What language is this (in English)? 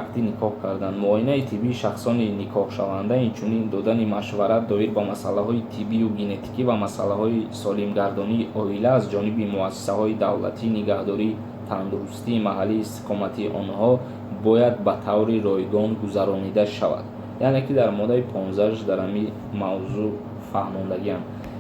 Tajik